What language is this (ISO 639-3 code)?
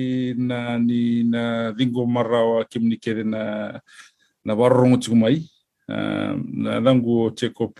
fij